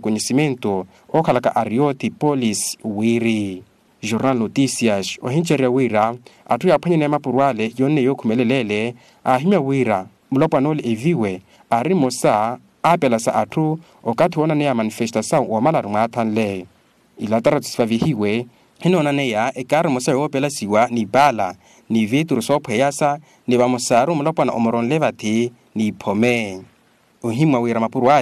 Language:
Makhuwa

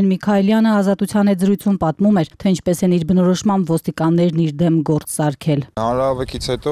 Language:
Armenian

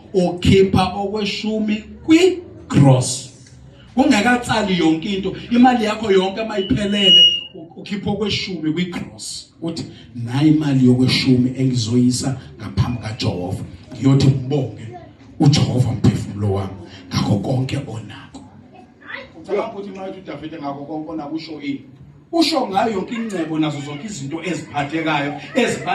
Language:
Zulu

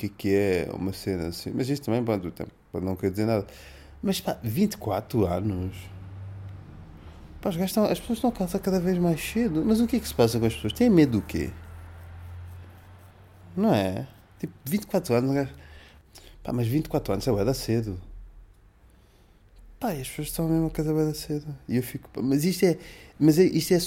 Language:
Portuguese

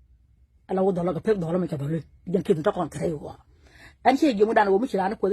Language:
Nuer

